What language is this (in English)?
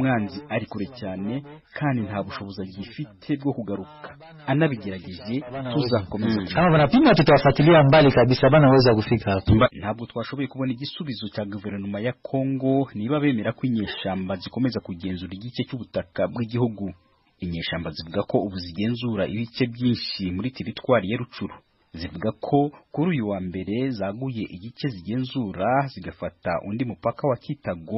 Kinyarwanda